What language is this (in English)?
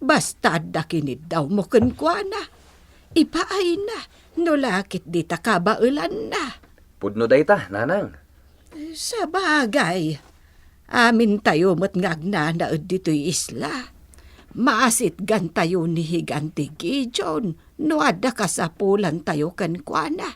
Iloko